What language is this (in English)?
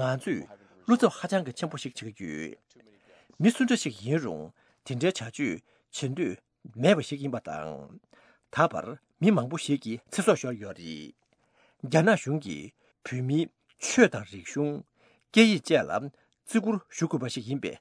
Tibetan